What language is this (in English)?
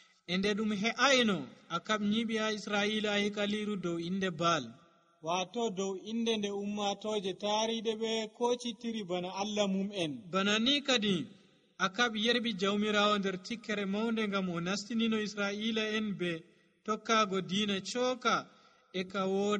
Nigerian Fulfulde